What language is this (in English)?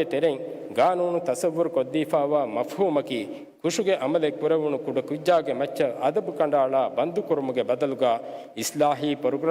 Divehi